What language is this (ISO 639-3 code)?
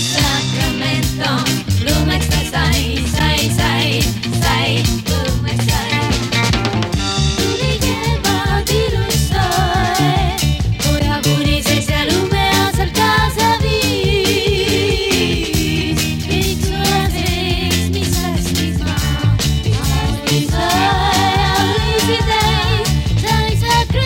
est